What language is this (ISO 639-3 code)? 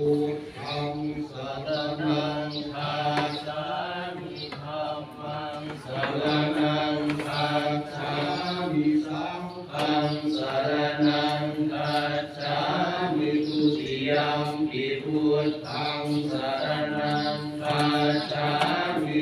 pli